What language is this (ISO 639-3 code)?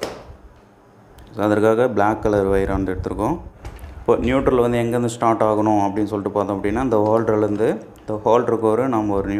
tam